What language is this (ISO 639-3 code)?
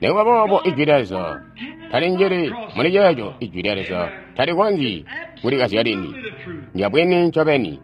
toi